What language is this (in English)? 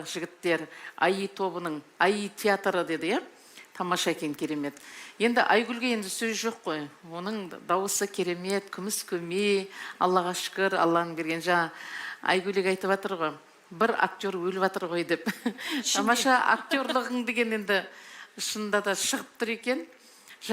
Kazakh